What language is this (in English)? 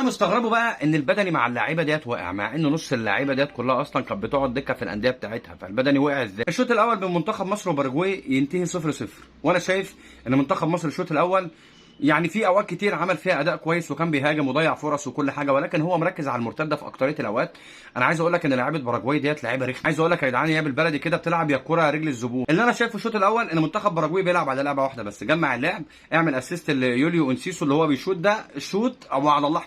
Egyptian Arabic